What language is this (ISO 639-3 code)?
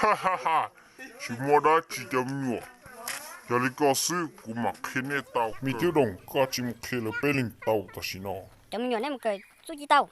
hmn